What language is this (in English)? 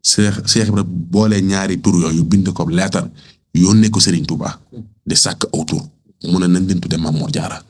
Wolof